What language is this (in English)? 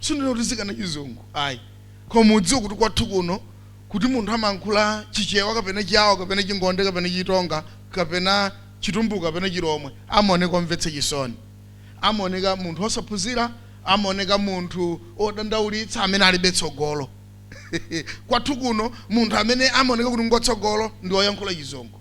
Nyanja